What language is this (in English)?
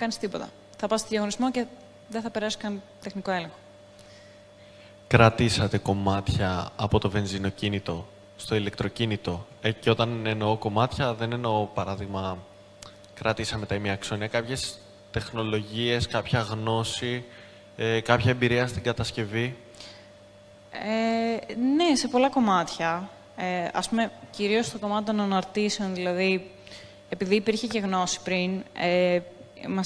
Greek